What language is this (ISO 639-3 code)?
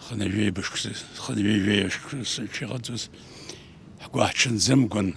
abk